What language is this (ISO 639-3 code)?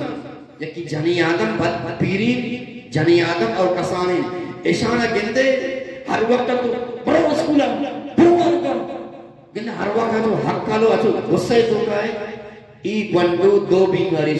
bgp